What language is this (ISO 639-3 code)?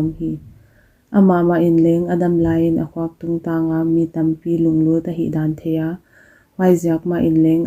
pck